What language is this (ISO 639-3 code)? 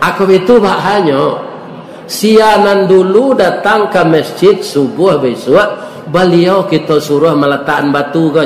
min